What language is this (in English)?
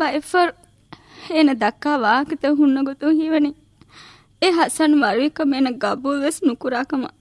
Divehi